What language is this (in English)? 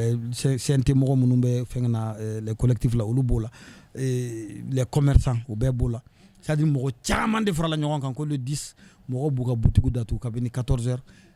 Bambara